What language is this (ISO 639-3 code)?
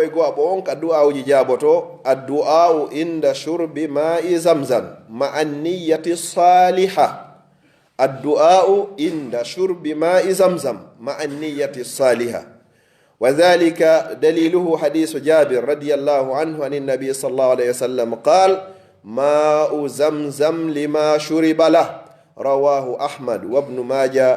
ful